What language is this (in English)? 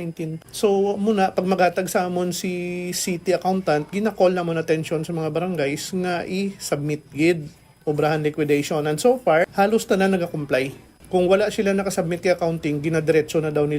Hiligaynon